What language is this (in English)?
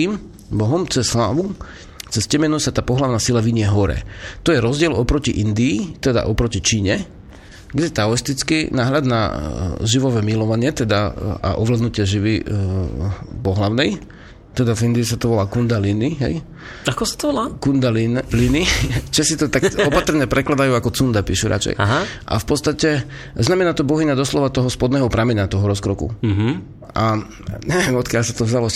Slovak